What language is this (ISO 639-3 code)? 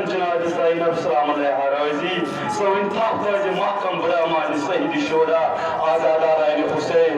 kas